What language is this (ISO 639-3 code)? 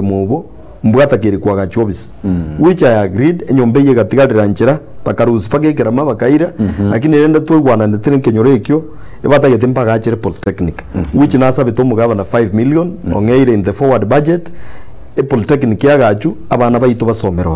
guz